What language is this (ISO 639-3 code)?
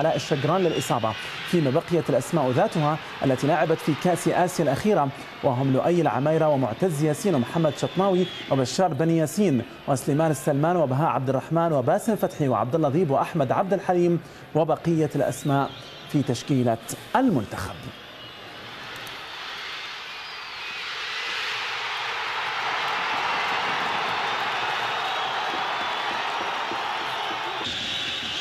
ara